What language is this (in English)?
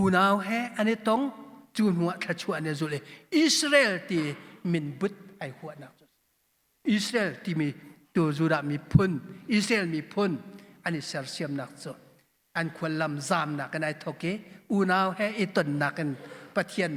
Hakha Chin